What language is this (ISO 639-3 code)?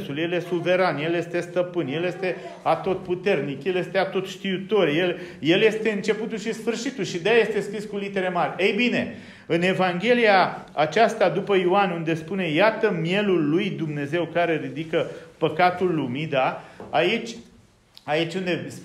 ron